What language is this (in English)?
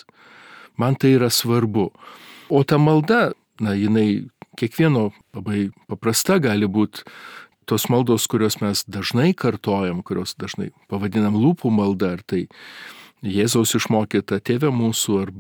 Lithuanian